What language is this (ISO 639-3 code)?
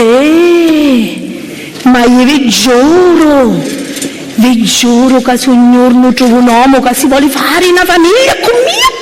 scn